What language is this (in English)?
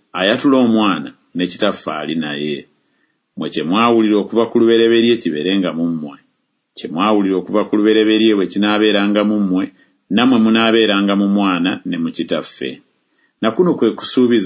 Ganda